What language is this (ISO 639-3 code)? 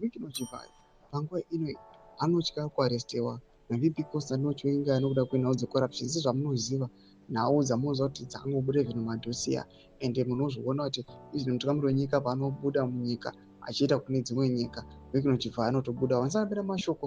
sna